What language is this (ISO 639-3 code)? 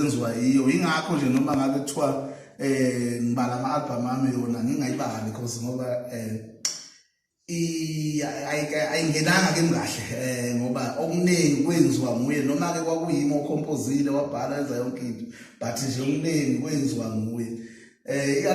zul